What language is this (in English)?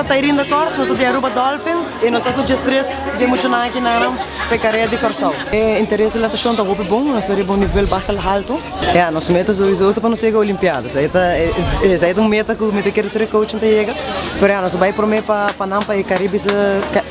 Papiamento